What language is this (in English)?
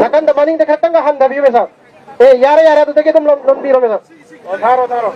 Manipuri